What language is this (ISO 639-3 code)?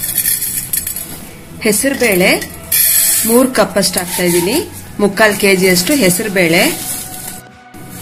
kan